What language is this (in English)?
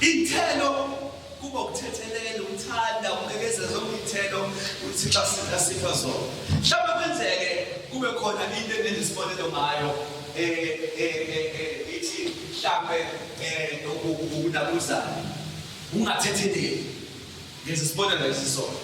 Zulu